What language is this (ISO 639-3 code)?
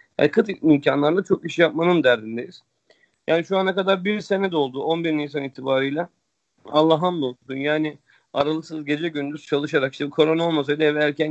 tur